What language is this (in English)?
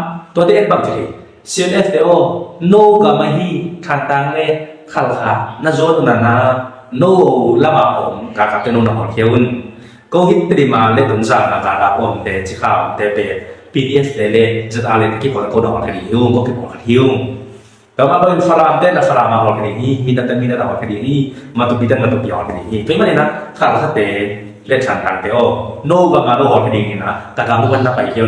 Tedim Chin